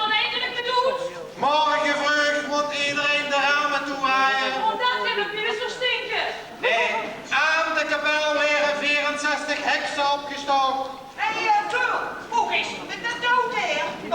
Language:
Limburgish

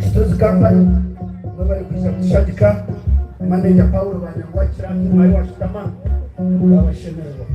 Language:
Nyankole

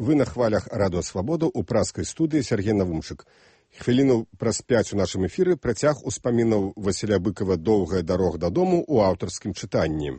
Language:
Belarusian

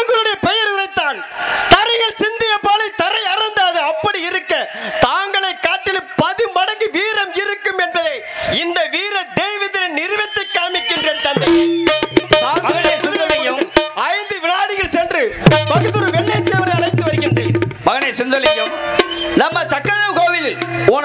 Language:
Tamil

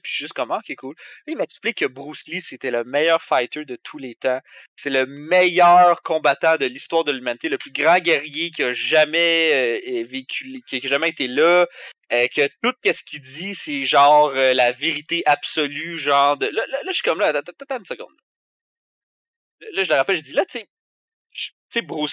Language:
French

